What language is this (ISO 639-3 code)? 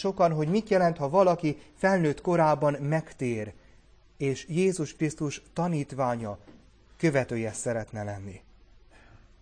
hun